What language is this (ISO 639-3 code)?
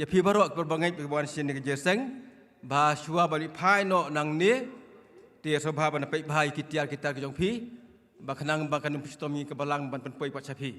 kha